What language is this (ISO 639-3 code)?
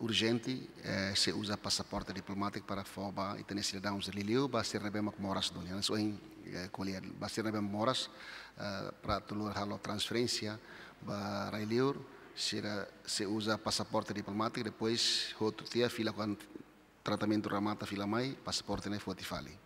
tet